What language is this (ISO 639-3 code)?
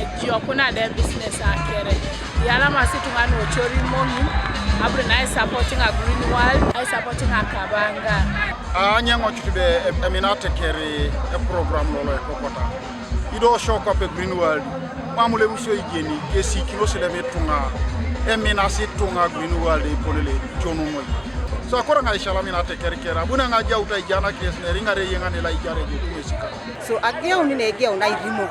teo